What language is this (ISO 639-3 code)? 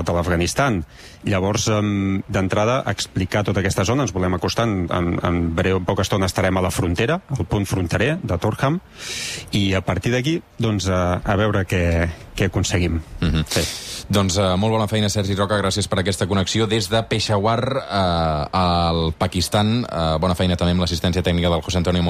cat